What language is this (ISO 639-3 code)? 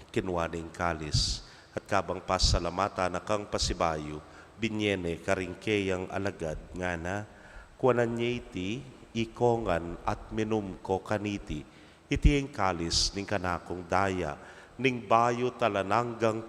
pam